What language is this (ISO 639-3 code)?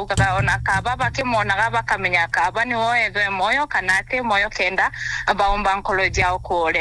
mer